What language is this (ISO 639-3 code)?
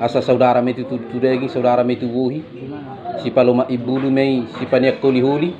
bbc